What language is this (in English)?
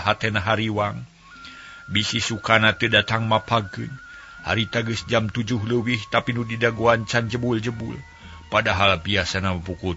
Sundanese